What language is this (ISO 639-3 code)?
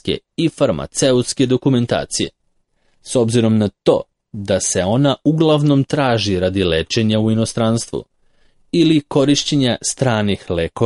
srp